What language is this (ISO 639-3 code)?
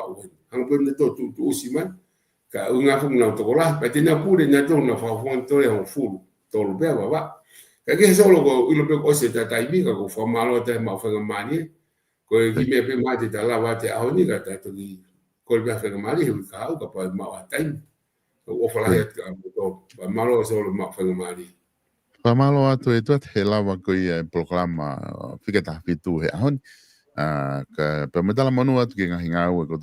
ton